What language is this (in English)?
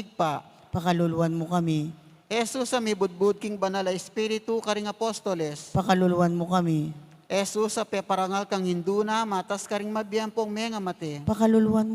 Pampanga